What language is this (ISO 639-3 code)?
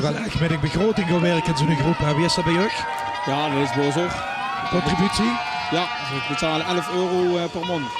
lim